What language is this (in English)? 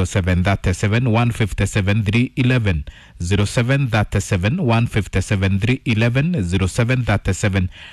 Kikuyu